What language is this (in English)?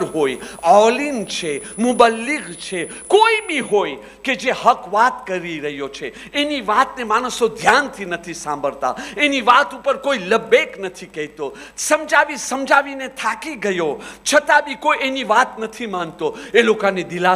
Gujarati